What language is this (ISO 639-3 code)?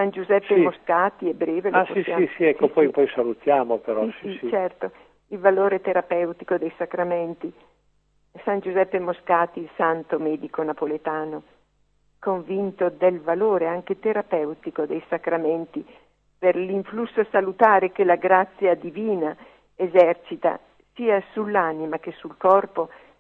ita